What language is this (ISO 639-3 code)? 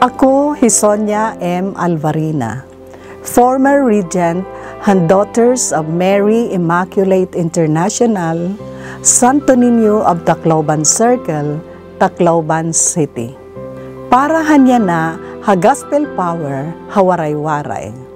war